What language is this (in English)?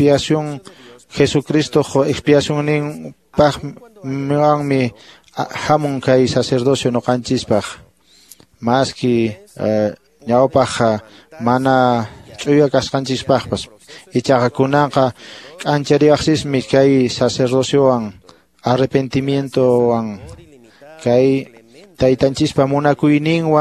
Quechua